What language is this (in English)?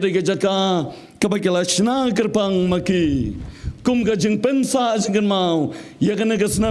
Khasi